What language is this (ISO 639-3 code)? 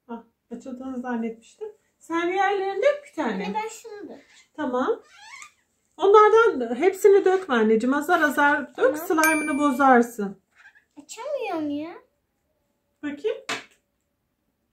tur